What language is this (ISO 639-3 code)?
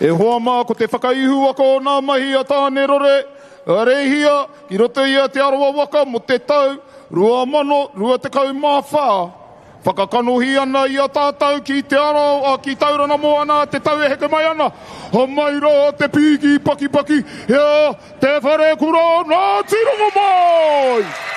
mri